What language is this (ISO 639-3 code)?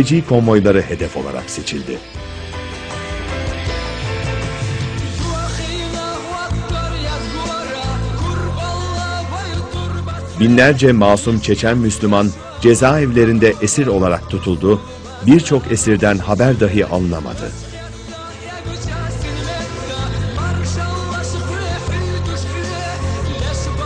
tur